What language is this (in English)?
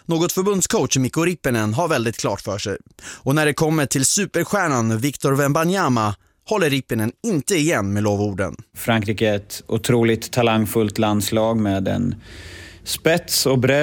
Swedish